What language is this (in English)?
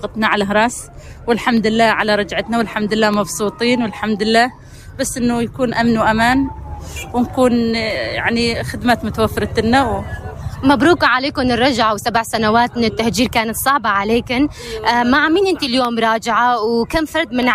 North Levantine Arabic